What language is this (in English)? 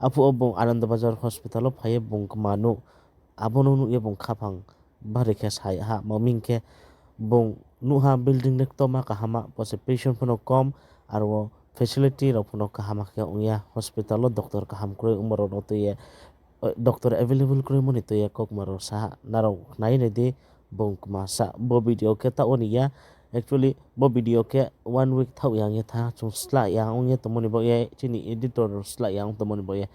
Riang (India)